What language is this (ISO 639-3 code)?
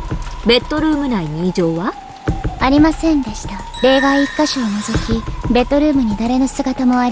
jpn